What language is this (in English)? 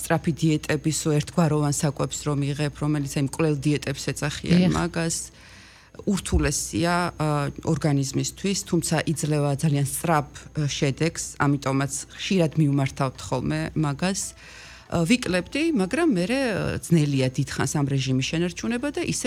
Georgian